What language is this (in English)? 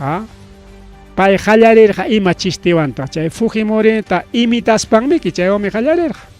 Ayacucho Quechua